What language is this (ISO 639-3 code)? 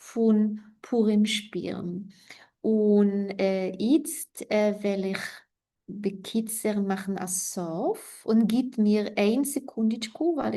yid